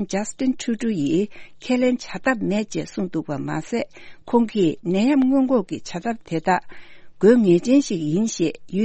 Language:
Tibetan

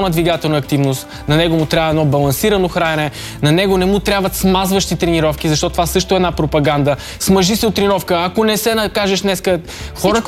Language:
Bulgarian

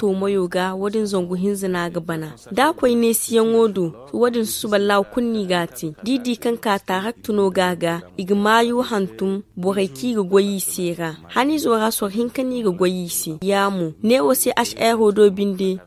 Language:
Zarma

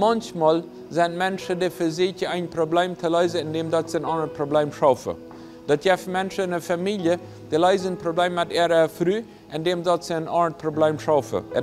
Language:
Plautdietsch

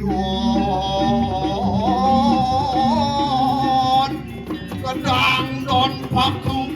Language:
Balinese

